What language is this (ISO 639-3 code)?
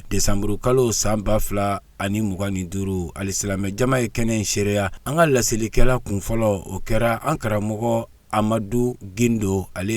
bam